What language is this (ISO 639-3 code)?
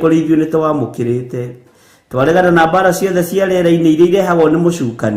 kik